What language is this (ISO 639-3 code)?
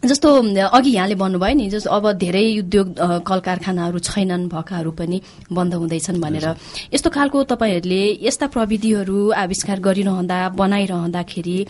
nep